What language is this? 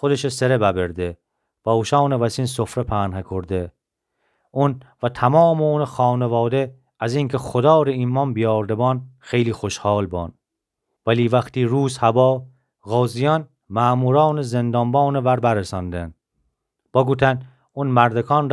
Gilaki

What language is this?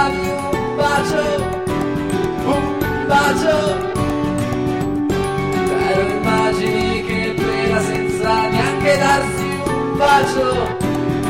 Italian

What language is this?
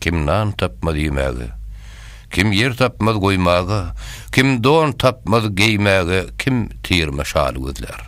Turkmen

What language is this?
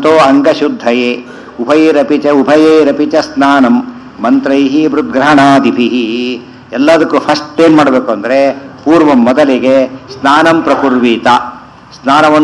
Kannada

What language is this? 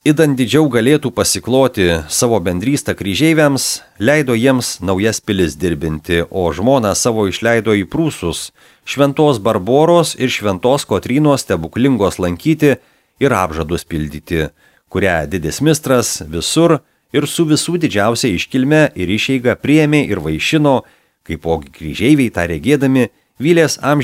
Lithuanian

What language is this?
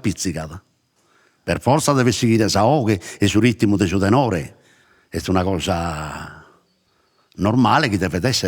Sardinian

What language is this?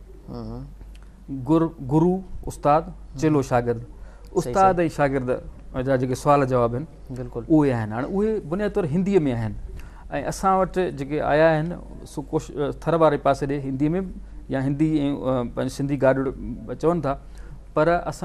Sindhi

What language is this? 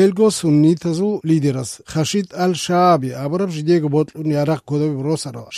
Avaric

